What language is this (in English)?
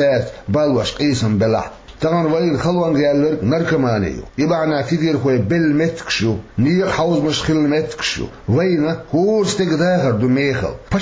Chechen